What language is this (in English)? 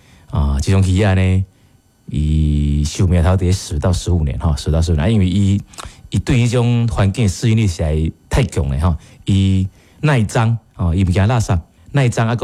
Min Nan Chinese